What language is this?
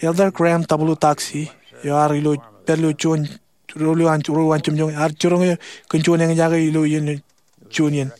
Marshallese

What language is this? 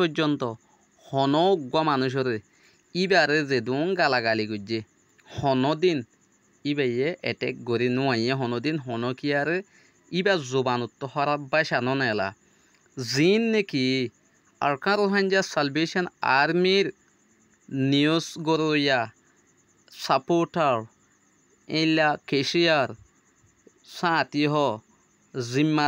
Rohingya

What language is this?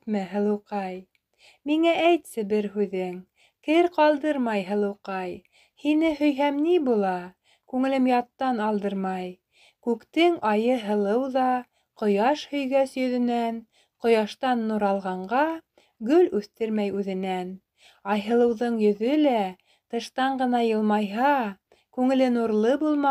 Bashkir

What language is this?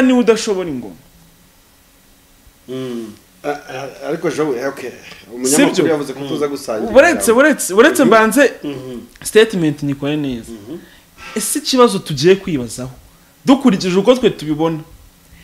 Kinyarwanda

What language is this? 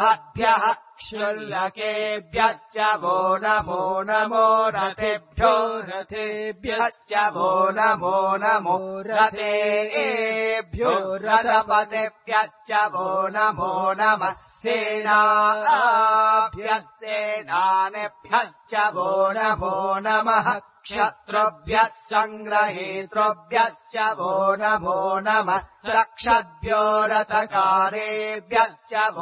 Sanskrit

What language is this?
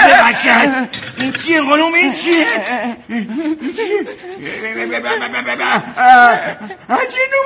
Persian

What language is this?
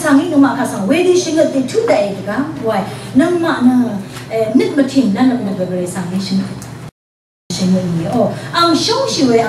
Rawang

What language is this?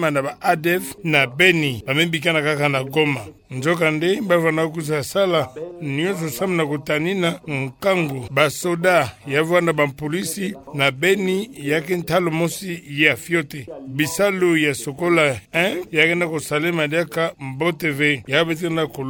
Kituba (Democratic Republic of Congo)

